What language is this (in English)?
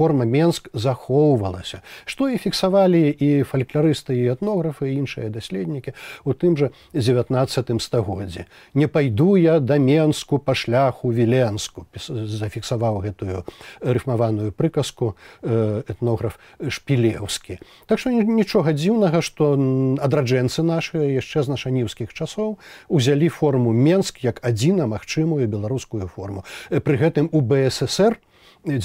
Belarusian